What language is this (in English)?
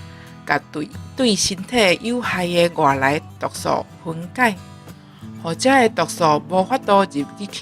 Min Nan Chinese